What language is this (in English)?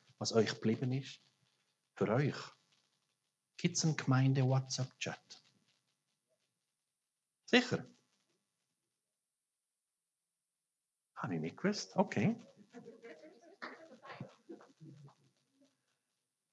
German